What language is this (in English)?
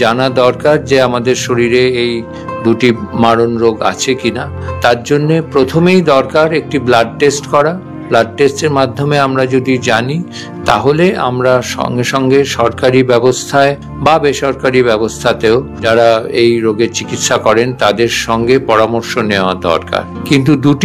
Bangla